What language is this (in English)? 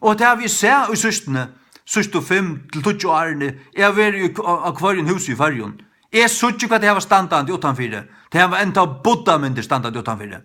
Faroese